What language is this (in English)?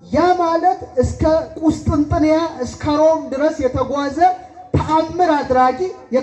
Amharic